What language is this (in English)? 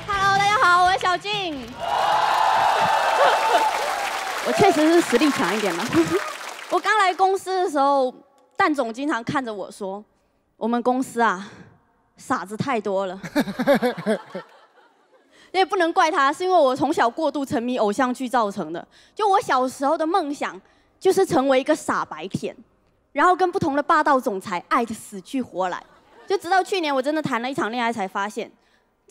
Chinese